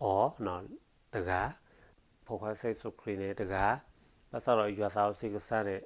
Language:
S'gaw Karen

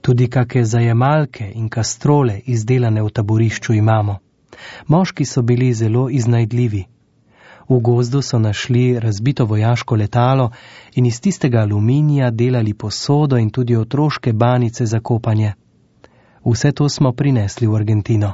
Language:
Slovenian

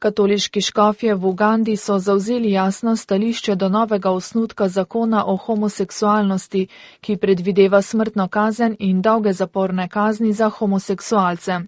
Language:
Slovenian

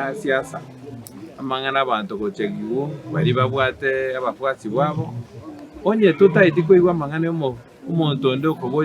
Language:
Gusii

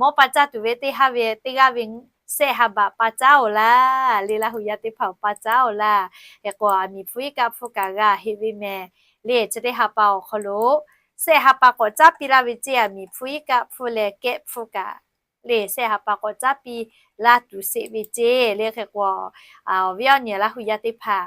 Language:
Lahu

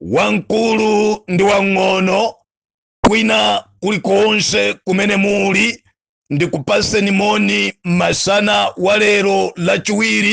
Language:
Nyanja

